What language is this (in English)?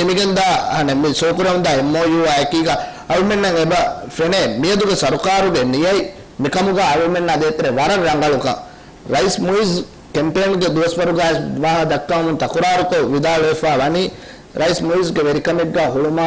Divehi